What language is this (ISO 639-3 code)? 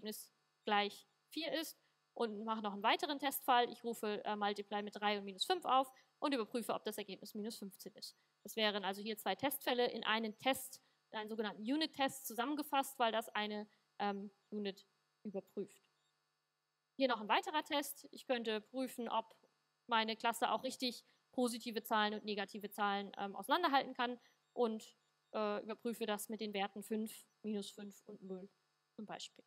deu